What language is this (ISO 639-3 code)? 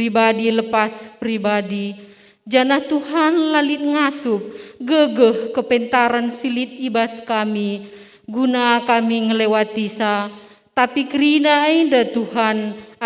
btx